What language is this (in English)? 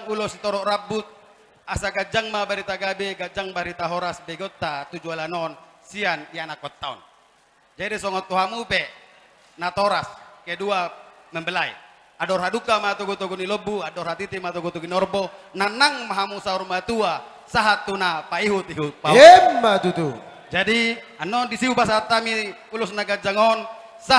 Batak Toba